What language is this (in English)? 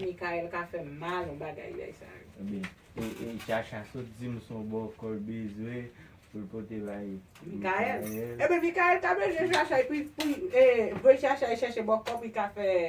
Haitian Creole